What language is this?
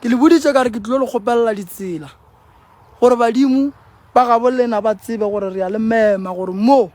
Northern Sotho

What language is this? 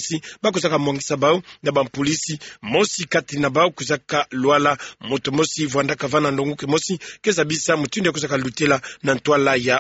Kituba (Democratic Republic of Congo)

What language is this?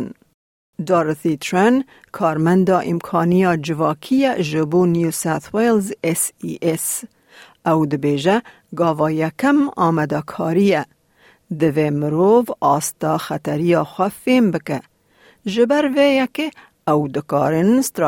Kurdish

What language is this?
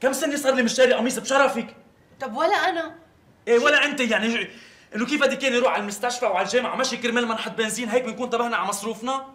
North Levantine Arabic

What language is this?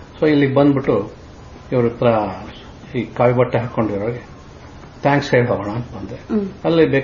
Kannada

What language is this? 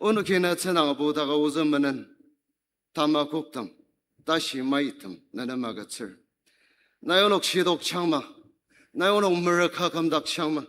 Ao Naga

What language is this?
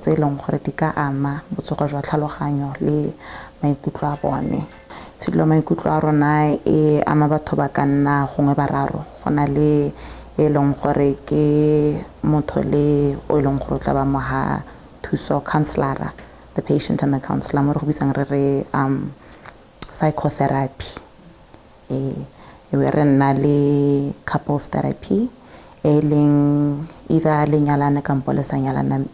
Tswana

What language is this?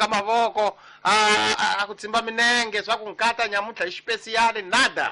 Tsonga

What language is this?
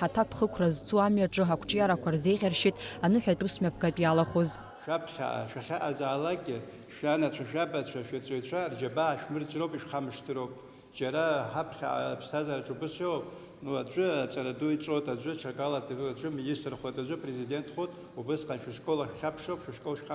Abkhazian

